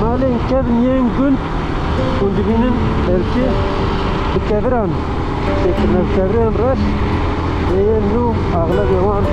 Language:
Kurdish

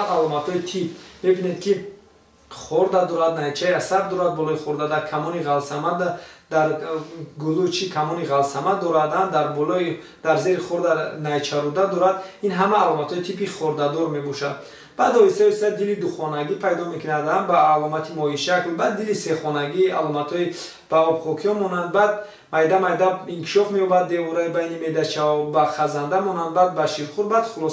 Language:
Tajik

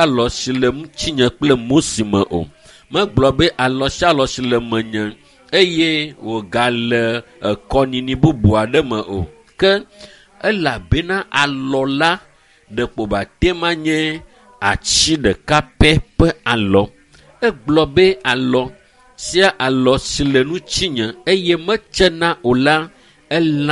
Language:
Ewe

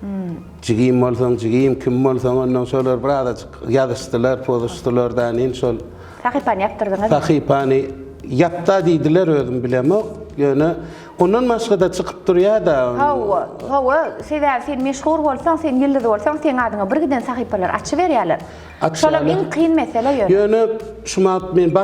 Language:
Turkmen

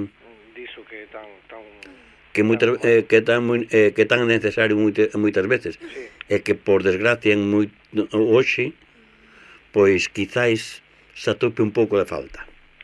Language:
Galician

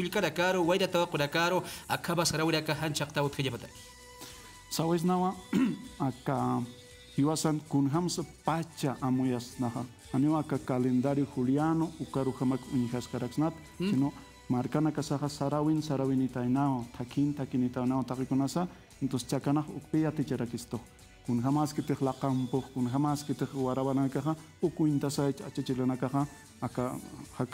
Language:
Aymara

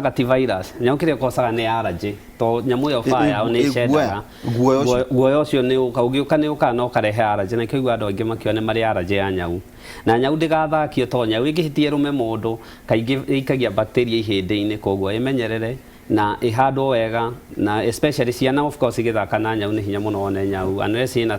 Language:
Kikuyu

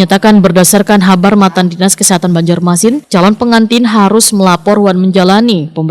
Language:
Banjar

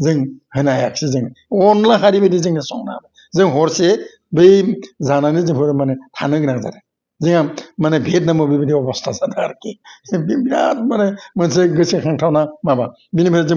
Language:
Bodo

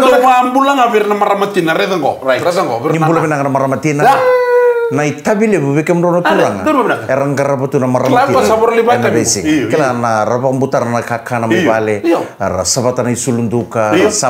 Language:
Fijian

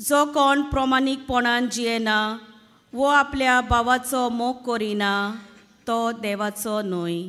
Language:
Konkani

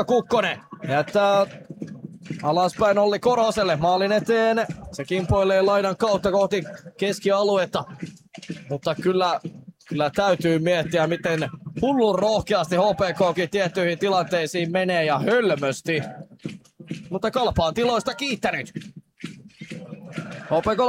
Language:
Finnish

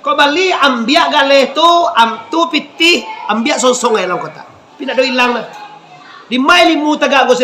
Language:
Minangkabau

